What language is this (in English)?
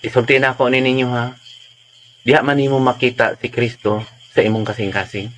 Cebuano